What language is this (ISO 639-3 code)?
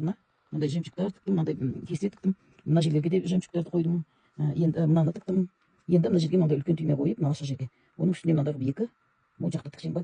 kaz